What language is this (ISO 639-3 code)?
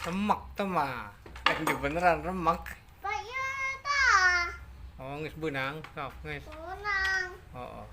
sun